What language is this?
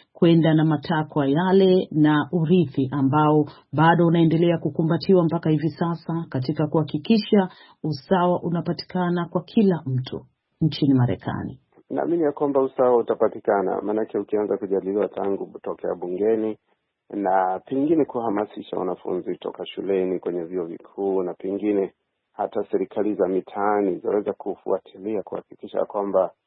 Swahili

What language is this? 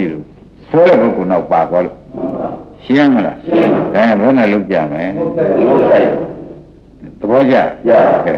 Burmese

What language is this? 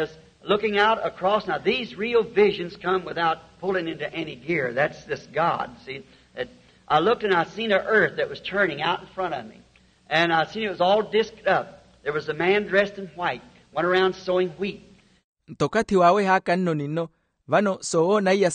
Makhuwa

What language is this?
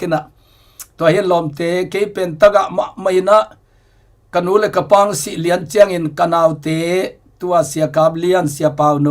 Tedim Chin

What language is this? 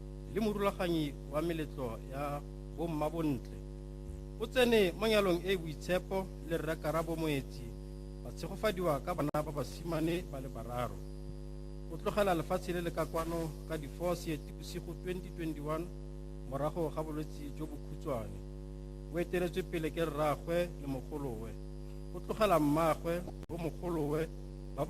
Tswana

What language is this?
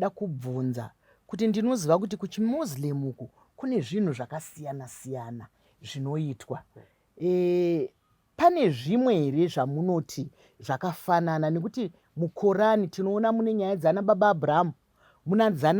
Shona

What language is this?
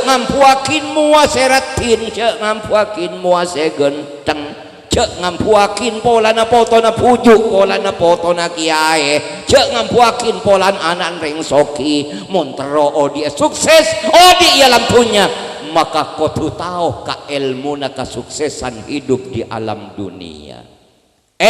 Madurese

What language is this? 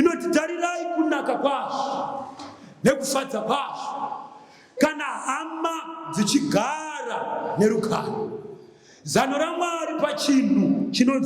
Shona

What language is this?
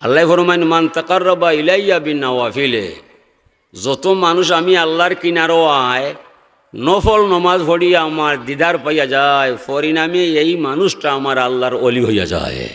Sylheti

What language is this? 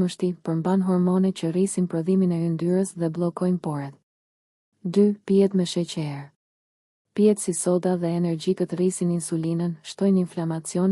Albanian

